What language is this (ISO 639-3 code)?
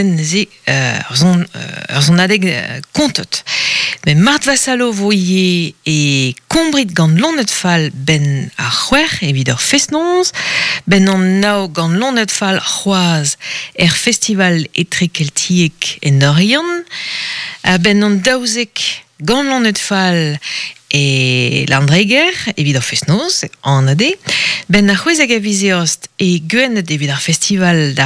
bre